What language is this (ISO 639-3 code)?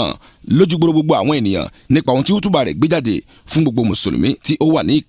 yor